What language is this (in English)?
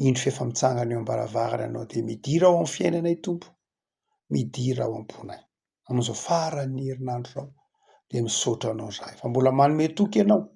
Malagasy